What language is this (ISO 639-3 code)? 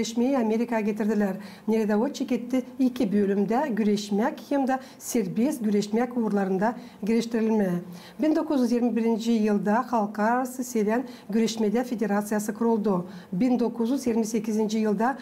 gag